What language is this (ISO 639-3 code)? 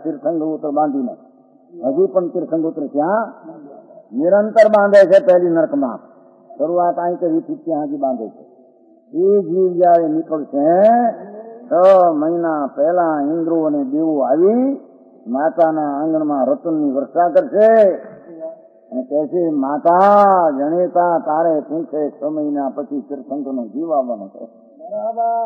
guj